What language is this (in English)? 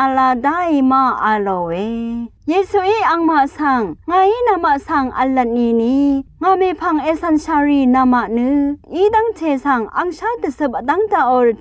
Rawang